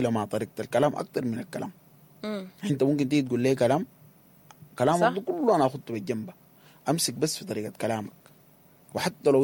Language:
Sudanese Arabic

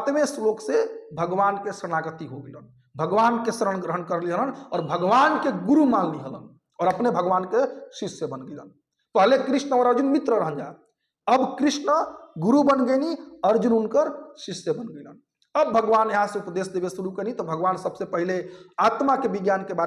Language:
Bhojpuri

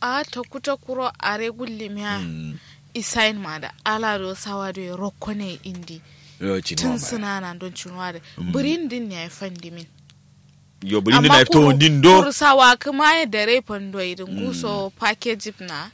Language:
Kanuri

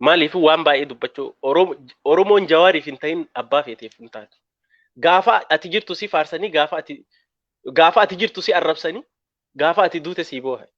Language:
Oromo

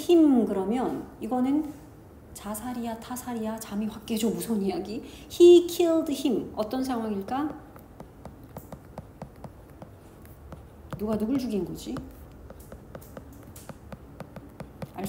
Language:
Korean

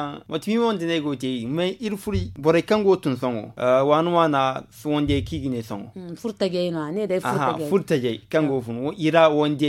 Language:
Zarma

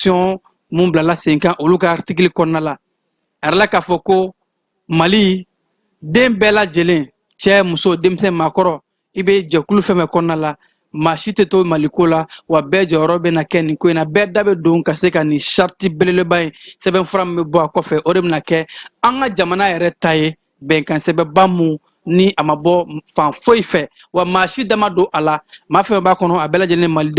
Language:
Bambara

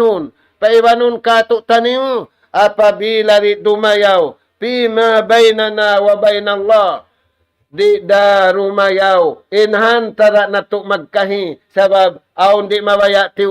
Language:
Tausug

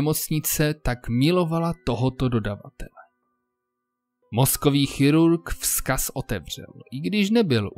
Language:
Czech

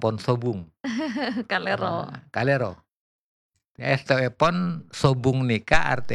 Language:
Madurese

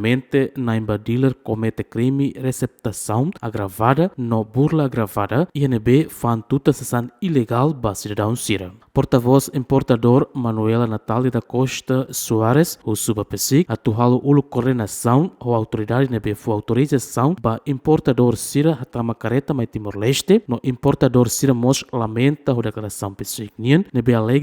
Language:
Tetum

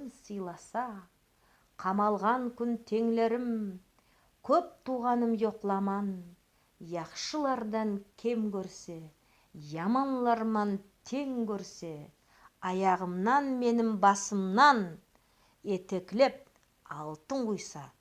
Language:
Nogai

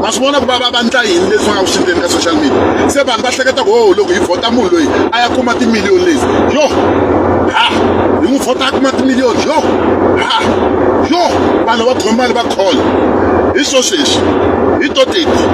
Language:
Tsonga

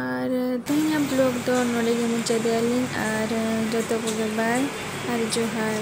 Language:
Santali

